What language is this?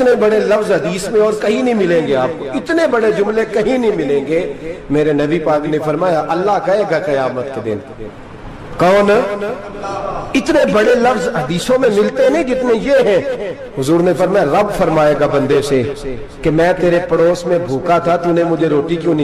Urdu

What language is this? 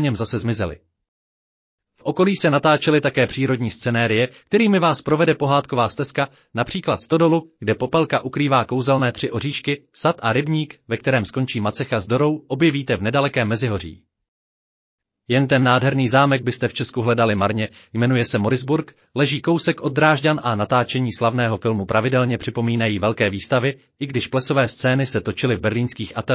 Czech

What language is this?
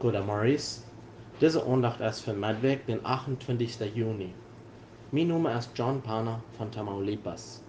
Plautdietsch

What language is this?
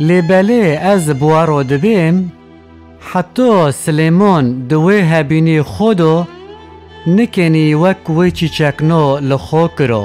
Kurdish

